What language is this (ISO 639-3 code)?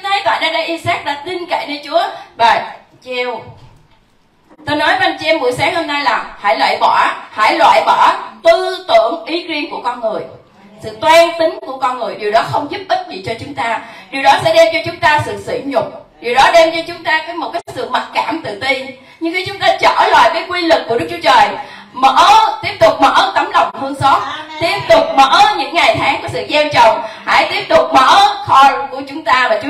vie